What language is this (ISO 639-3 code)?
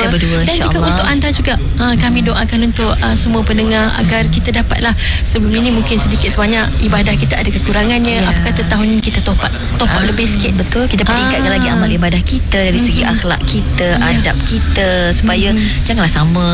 msa